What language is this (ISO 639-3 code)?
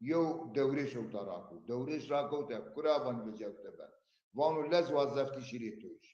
zza